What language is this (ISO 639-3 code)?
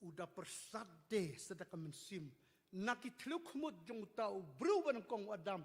kha